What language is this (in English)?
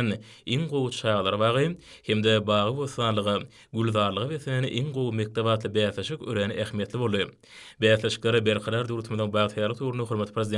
Turkmen